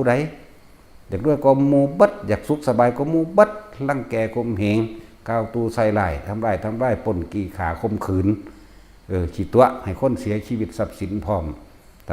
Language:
Northeastern Thai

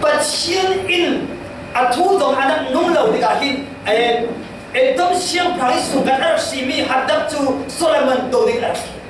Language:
Falam Chin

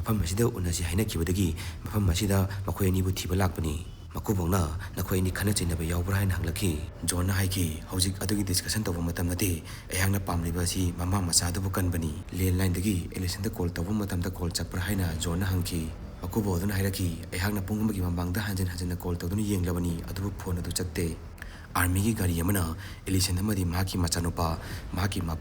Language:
Manipuri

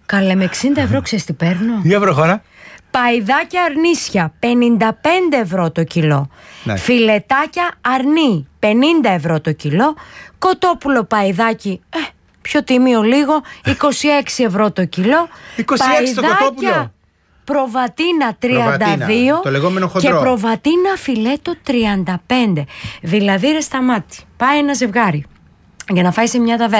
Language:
Greek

